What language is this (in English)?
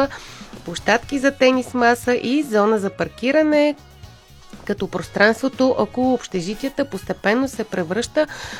Bulgarian